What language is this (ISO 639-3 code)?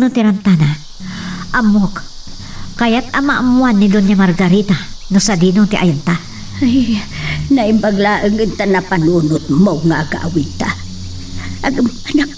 ilo